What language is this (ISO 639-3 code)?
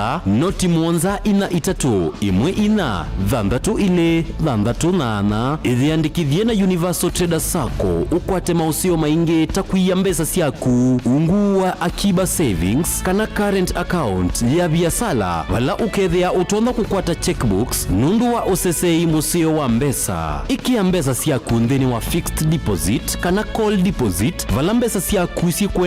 kam